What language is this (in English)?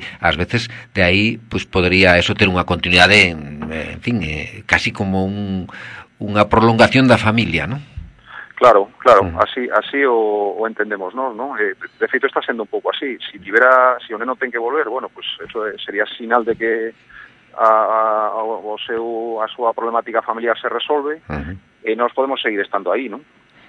Galician